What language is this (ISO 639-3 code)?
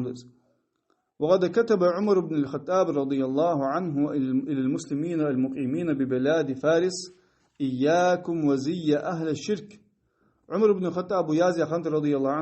inh